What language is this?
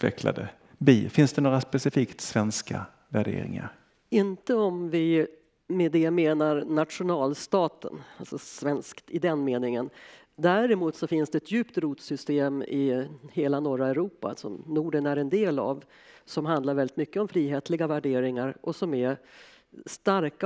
Swedish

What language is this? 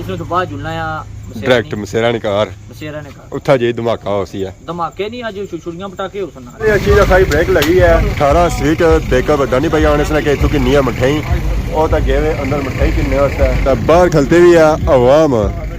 Pahari-Potwari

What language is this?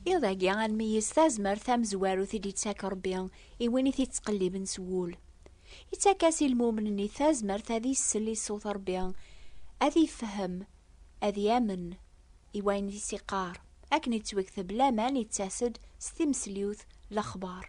Kabyle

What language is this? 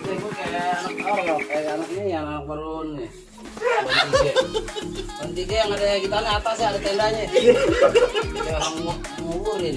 Betawi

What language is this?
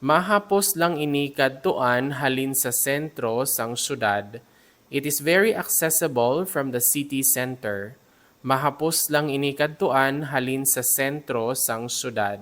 Hiligaynon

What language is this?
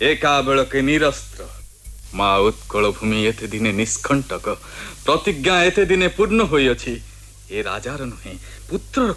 Odia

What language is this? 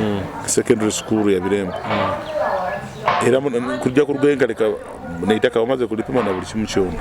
Nyoro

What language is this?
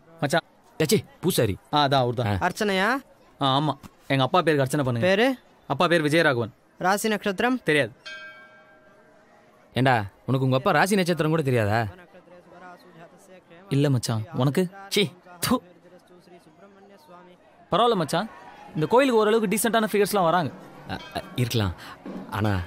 Tamil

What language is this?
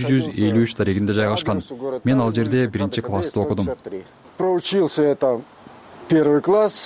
Kyrgyz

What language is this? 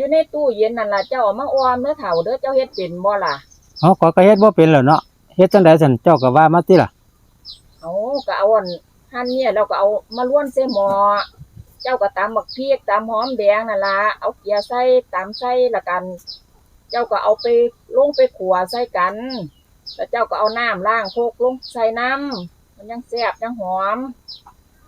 Northeastern Thai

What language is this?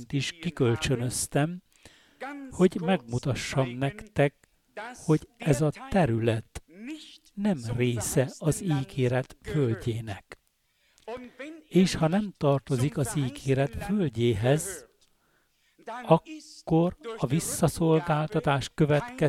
Hungarian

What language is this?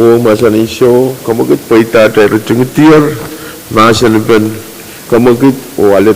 Pohnpeian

